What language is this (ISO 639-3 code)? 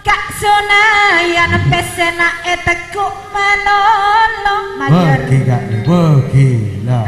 mad